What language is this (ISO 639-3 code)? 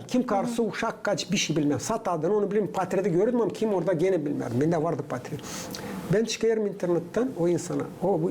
gag